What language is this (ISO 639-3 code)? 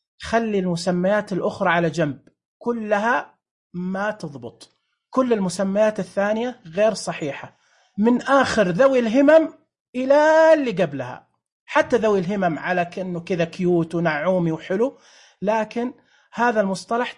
ars